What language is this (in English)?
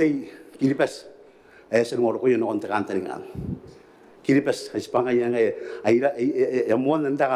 Gilbertese